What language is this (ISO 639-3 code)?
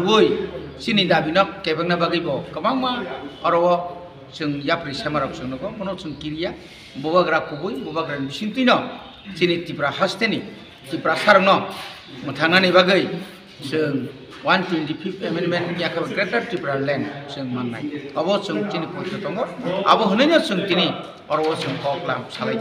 trp